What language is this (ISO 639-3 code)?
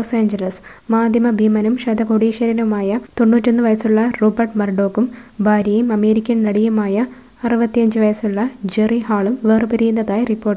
mal